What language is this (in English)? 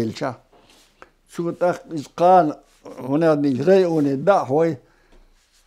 Chechen